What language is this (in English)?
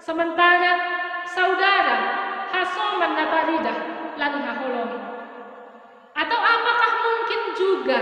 Batak Simalungun